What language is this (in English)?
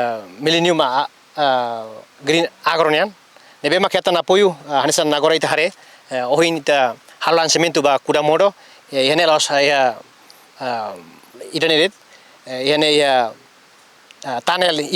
Tetum